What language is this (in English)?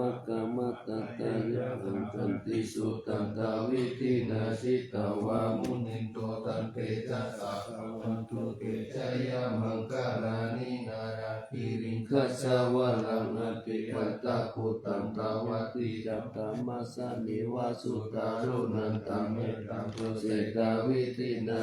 Pali